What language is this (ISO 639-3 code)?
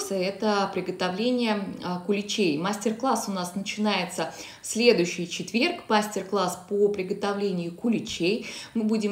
rus